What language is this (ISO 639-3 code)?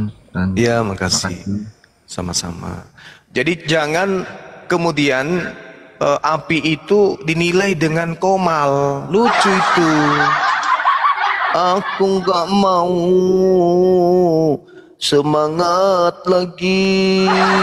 ind